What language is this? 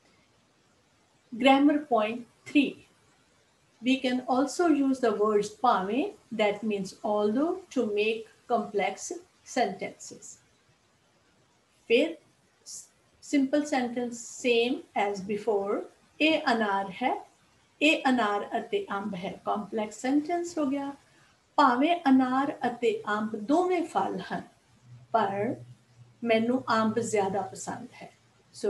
Punjabi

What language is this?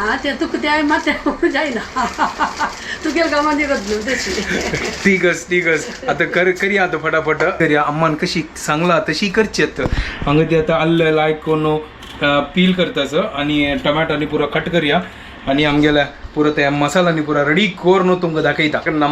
Konkani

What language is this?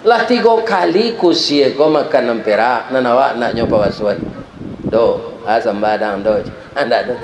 Minangkabau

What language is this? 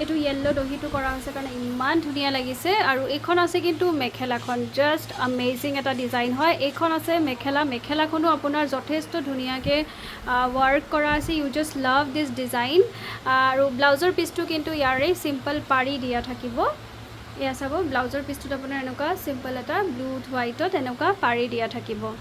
Assamese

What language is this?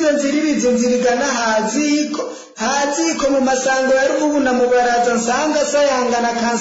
Rundi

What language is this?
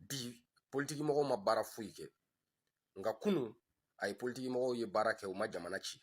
Bambara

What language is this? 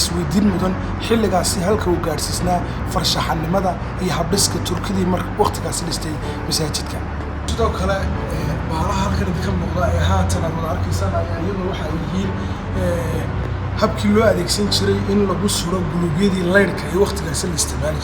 Somali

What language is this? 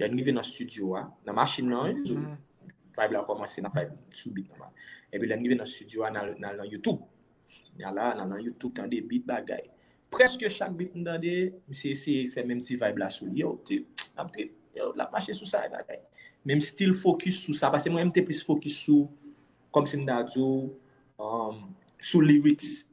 Haitian Creole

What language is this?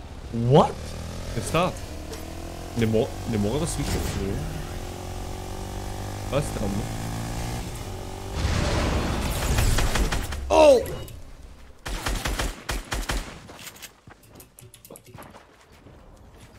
Bulgarian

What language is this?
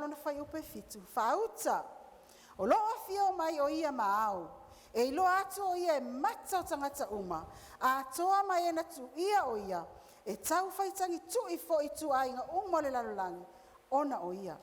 Samoan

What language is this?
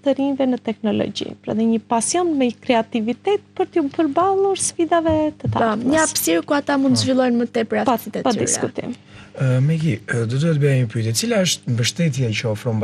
Albanian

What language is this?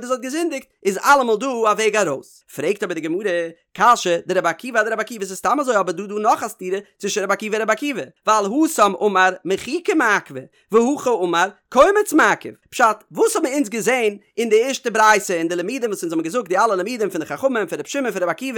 Yiddish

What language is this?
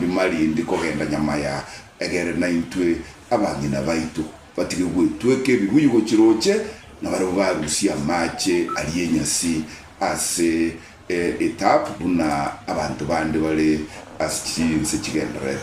Gusii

